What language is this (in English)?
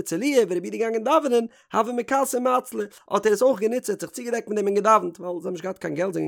Yiddish